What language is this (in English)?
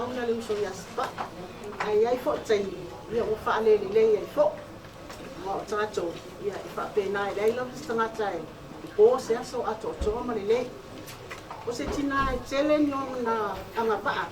Samoan